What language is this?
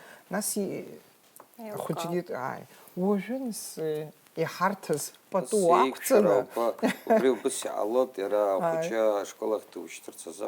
Abkhazian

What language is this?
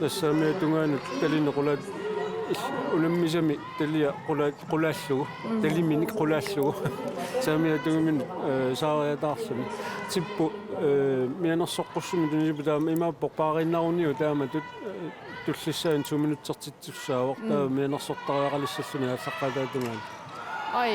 Kalaallisut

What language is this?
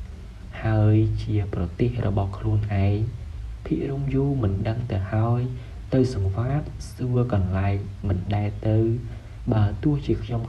Khmer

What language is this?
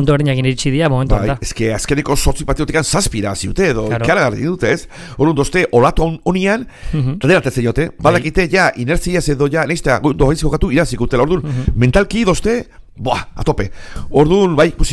Basque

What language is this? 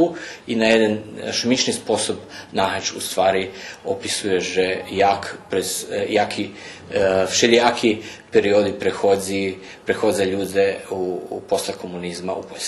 Rusyn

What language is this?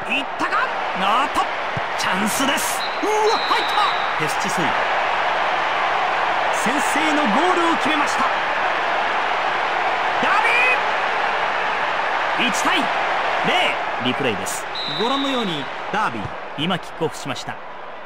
Japanese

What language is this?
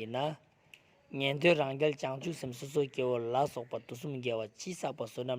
Ladakhi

